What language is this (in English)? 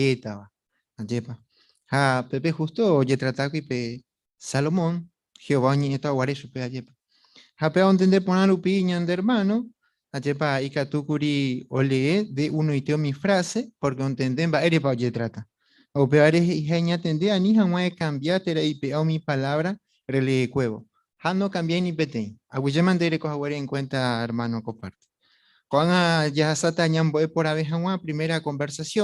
Guarani